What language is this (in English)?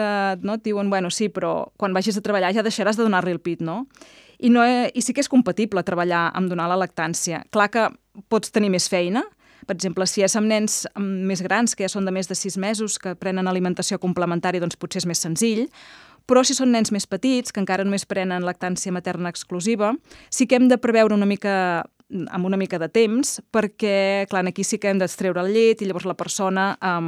Catalan